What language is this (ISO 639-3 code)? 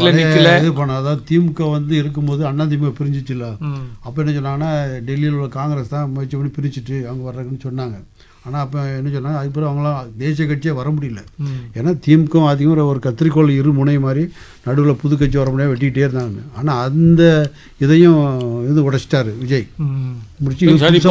tam